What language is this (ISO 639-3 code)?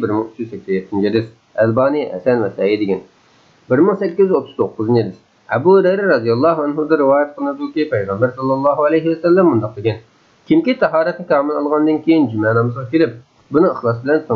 uig